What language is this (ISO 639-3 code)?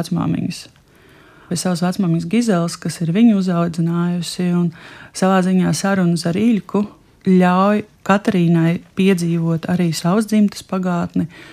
lav